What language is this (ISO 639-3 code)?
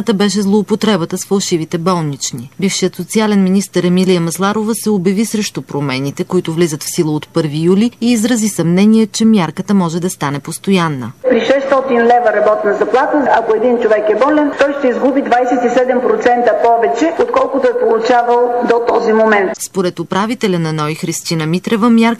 bul